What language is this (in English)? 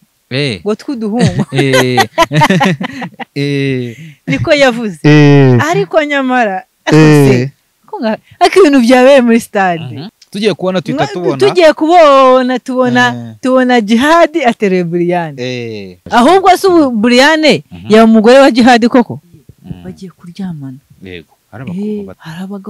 Kinyarwanda